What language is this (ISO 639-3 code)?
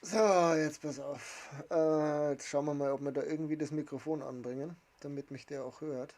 bar